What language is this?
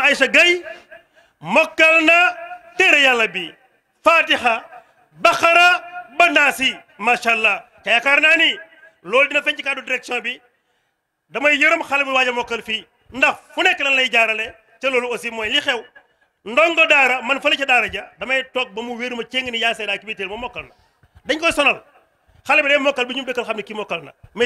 Wolof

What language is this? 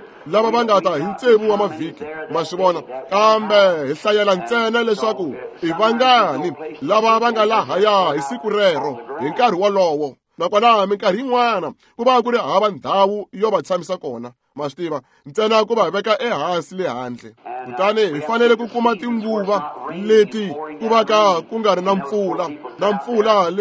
Tsonga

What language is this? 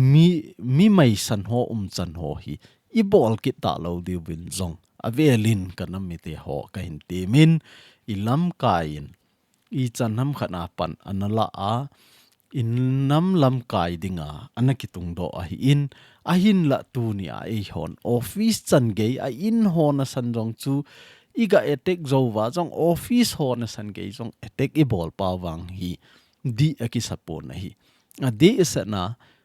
Thado Chin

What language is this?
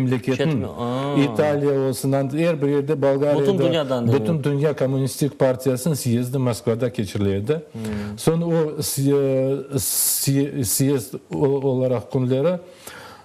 Crimean Tatar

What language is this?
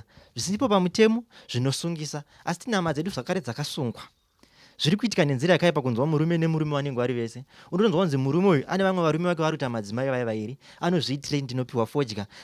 Shona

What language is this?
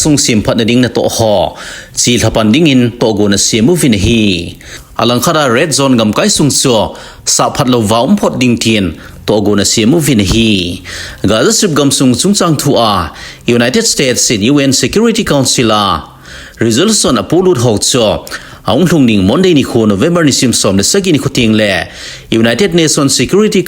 Thado Chin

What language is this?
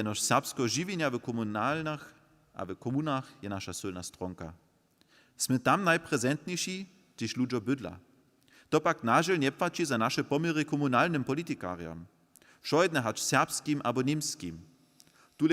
Upper Sorbian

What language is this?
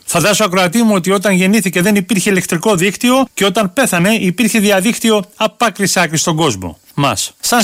Greek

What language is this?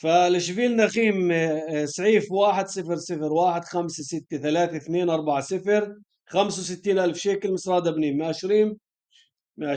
North Levantine Arabic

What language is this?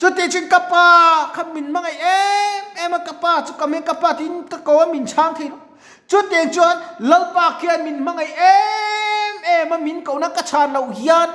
Mizo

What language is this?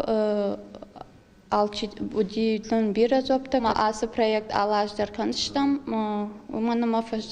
Ossetic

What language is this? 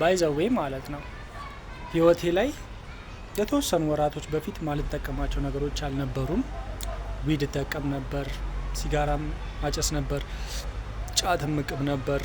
Amharic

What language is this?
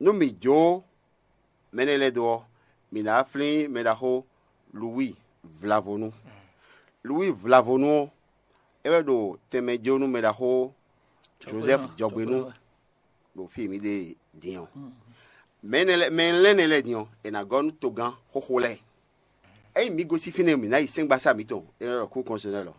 Fon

